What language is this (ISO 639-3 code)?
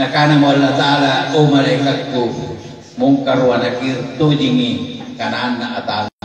mak